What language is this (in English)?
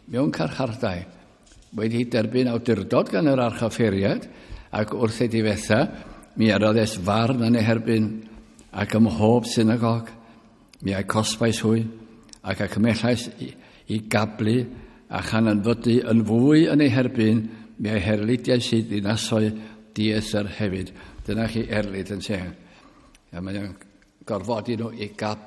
Welsh